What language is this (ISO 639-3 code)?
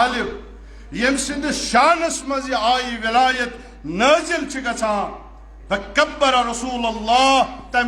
kas